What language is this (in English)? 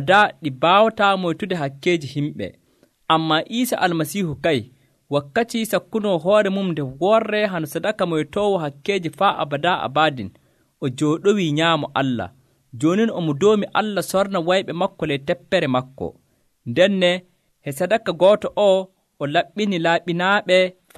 Nigerian Fulfulde